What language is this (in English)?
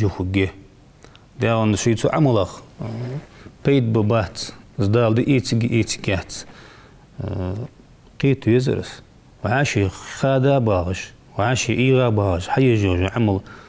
Ingush